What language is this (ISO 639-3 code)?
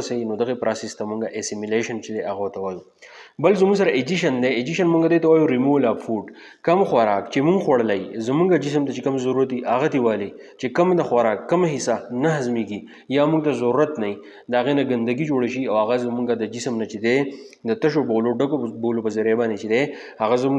pus